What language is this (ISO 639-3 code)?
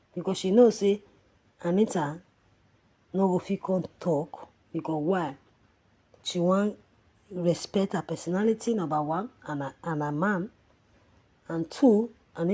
pcm